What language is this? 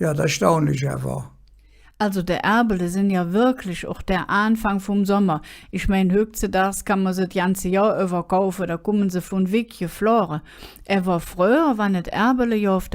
Colognian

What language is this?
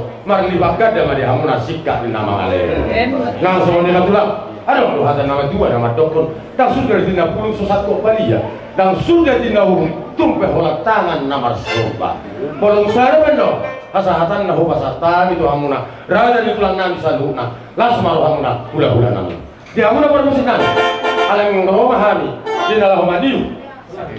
Batak Toba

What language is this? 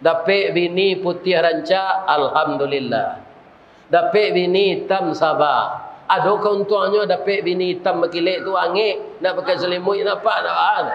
Minangkabau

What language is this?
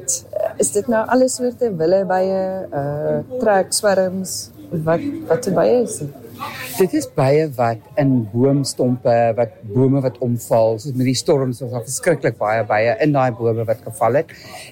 Afrikaans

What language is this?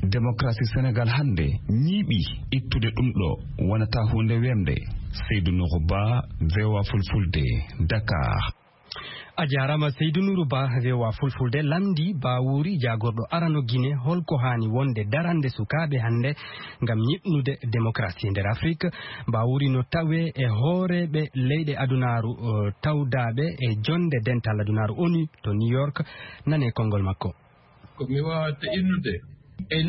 Fula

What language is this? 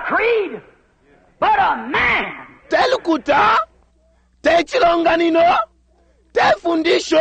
Bemba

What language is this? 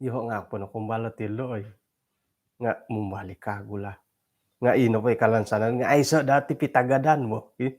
Central Dusun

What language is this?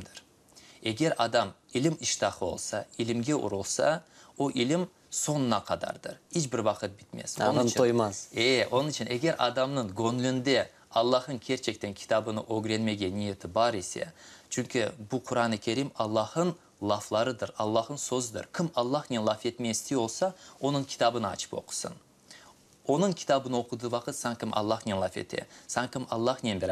Crimean Tatar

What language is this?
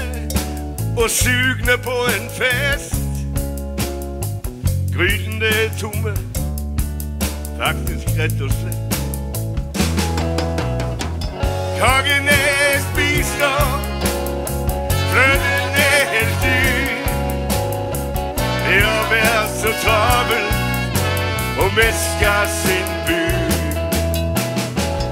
Norwegian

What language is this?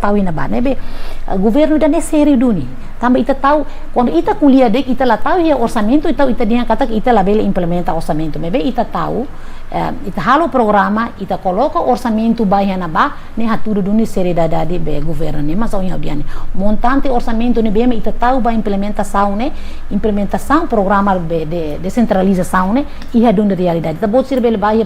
Tetum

